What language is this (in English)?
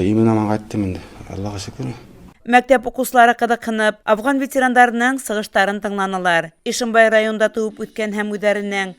Bashkir